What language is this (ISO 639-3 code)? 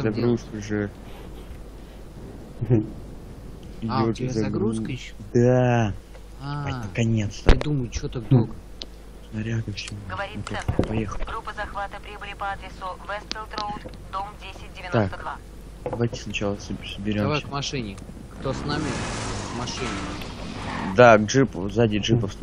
rus